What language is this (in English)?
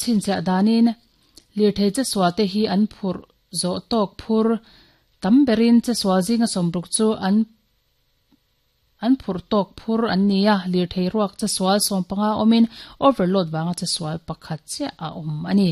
Mizo